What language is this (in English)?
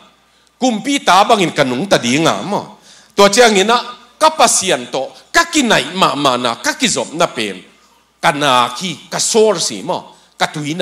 Tedim Chin